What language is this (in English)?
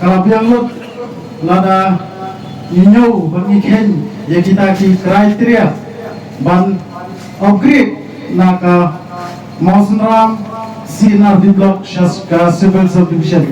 Khasi